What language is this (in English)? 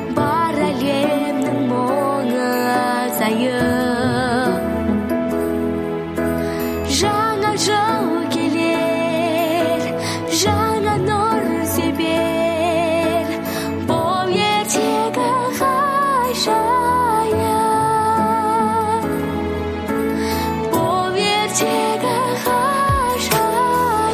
Kazakh